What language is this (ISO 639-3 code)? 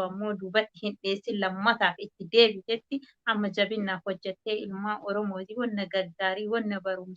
orm